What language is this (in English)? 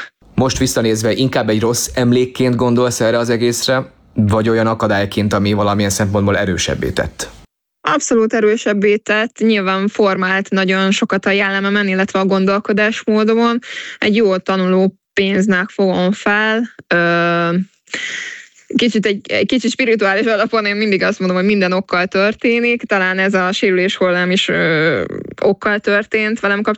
Hungarian